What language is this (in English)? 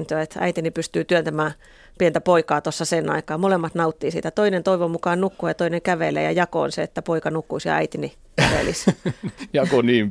Finnish